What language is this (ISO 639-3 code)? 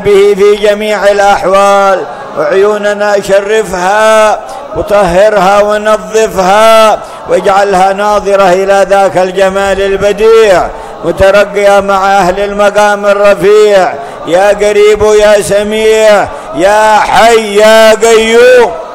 ara